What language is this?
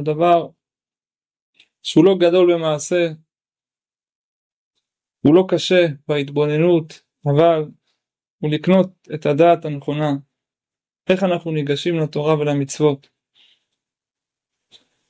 Hebrew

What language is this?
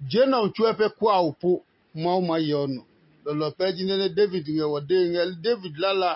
Adangme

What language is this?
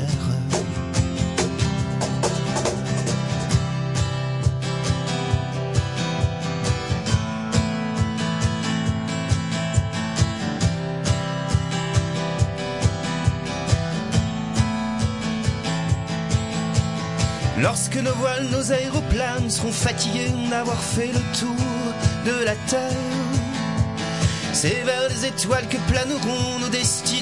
French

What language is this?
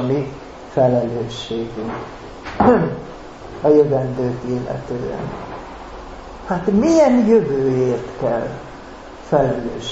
Hungarian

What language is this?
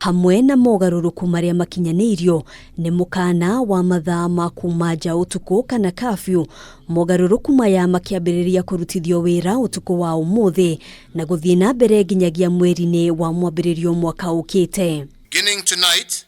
Kikuyu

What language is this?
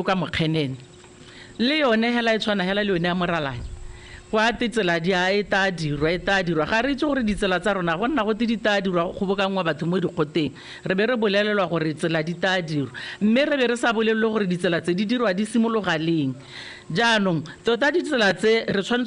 Tswana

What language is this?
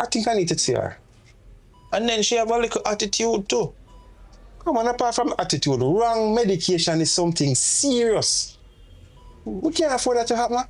Jamaican Creole English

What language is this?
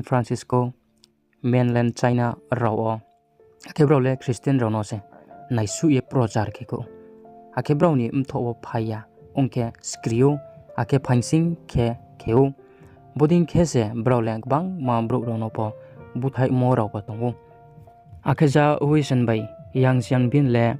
Riang (India)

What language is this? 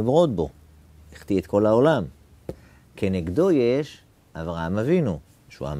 Hebrew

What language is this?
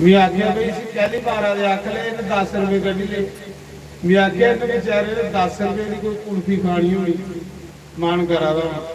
Dogri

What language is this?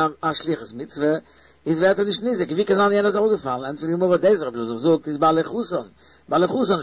Yiddish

